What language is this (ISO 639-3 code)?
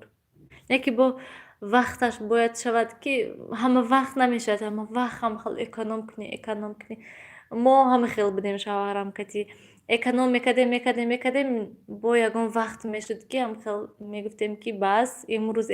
tgk